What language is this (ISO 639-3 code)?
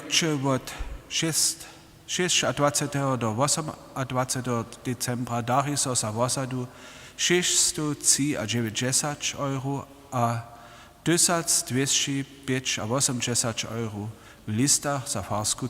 hsb